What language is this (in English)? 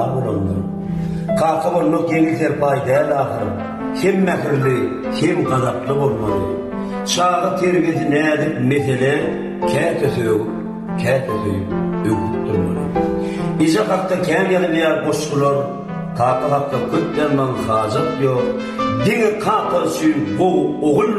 Turkmen